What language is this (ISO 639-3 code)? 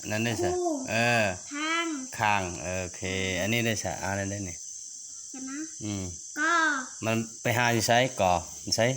lao